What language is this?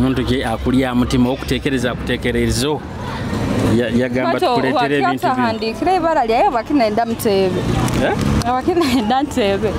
Nyoro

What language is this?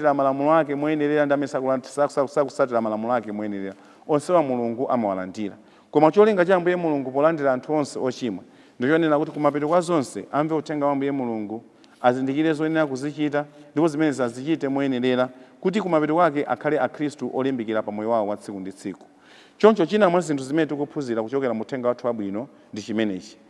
Nyanja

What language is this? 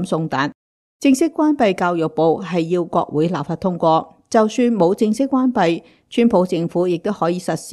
Cantonese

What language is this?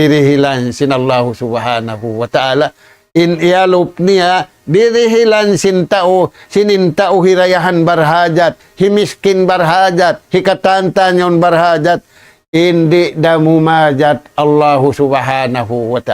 Tausug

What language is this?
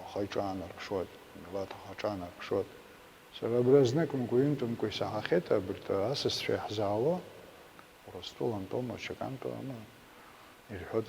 Abkhazian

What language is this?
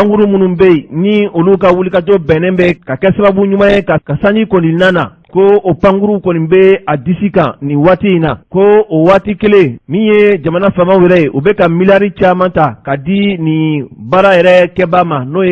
Bambara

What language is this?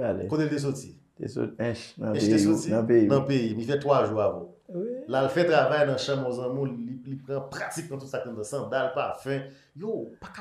Haitian Creole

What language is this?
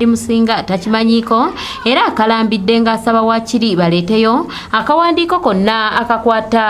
Ganda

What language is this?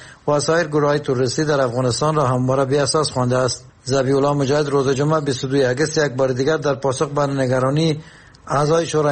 Persian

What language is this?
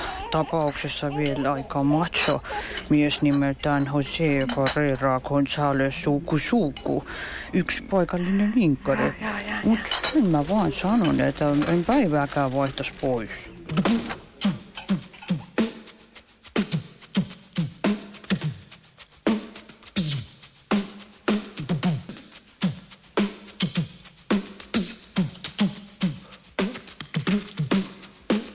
Finnish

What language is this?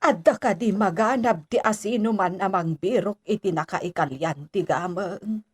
Iloko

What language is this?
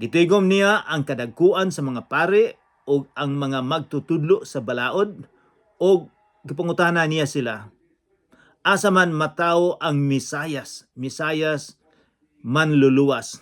Cebuano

